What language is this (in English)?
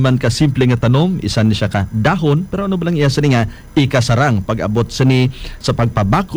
Hiligaynon